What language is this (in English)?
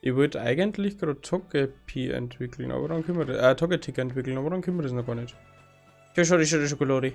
Bavarian